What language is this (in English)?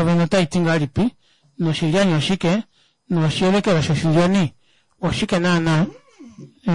Kuanyama